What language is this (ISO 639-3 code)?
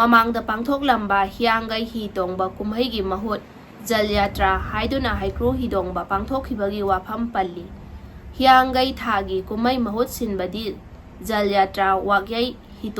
mni